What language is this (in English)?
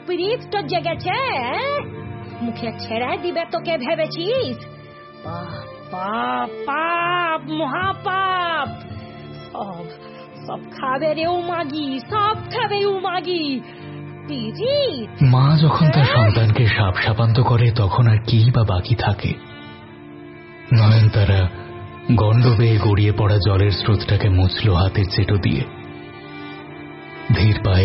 Bangla